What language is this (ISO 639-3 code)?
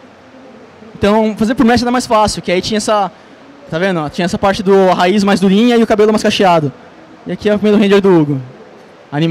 por